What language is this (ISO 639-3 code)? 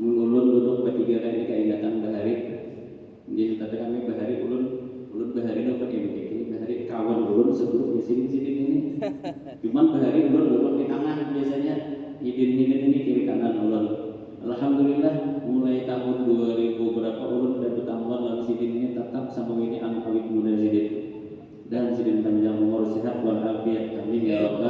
bjn